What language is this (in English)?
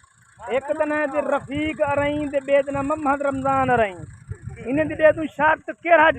Saraiki